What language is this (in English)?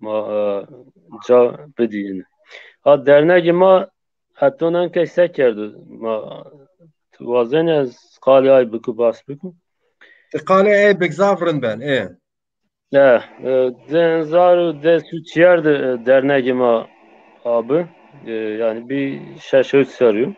Zaza